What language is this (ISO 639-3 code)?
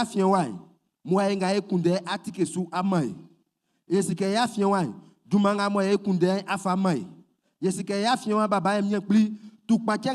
bci